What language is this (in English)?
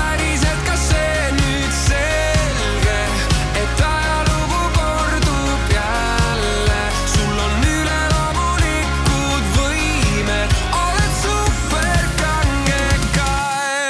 Estonian